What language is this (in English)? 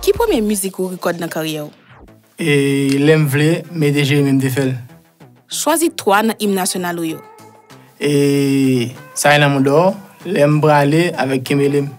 Haitian Creole